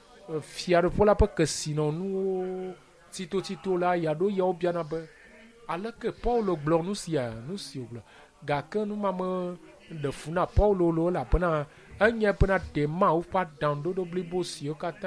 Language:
Ewe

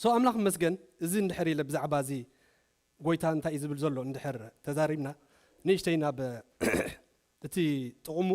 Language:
Tigrinya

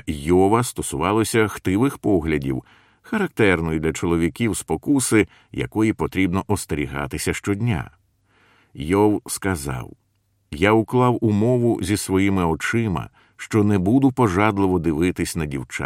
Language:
Ukrainian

